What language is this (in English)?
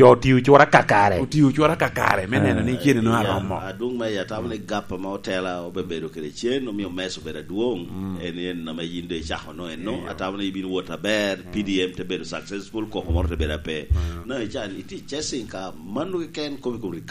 Lango (Uganda)